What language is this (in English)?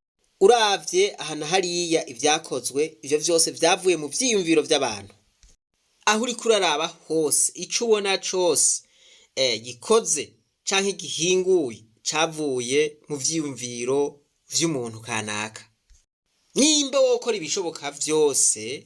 Rundi